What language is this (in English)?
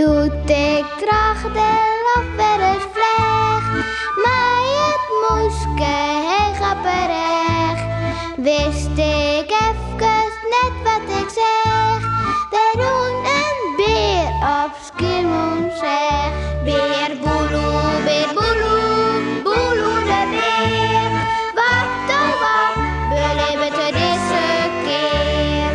Western Frisian